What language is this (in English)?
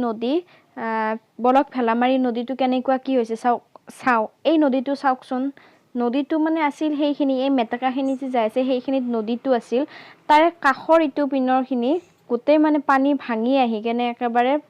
Assamese